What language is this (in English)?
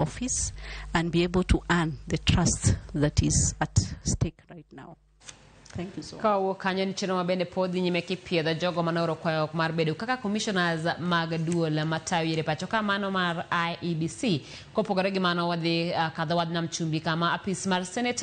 Luo (Kenya and Tanzania)